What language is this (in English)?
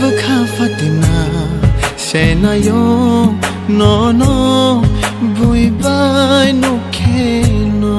Kok Borok